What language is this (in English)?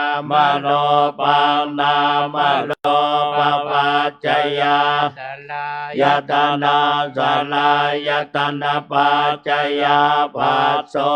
Pali